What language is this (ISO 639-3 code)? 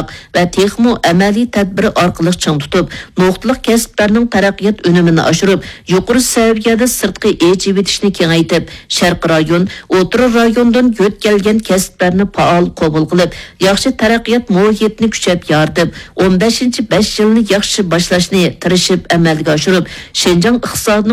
uig